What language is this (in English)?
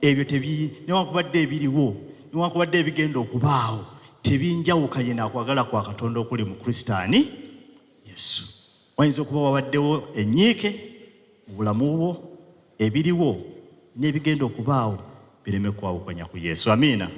Ganda